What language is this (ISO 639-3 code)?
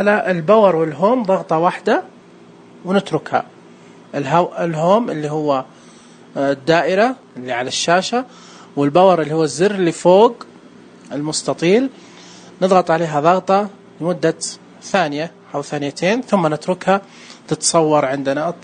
ars